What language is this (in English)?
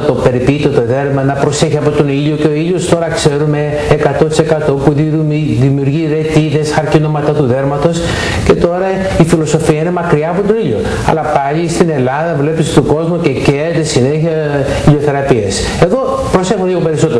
Greek